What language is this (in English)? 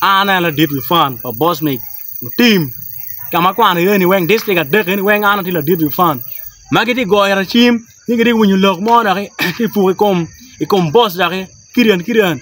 Acoli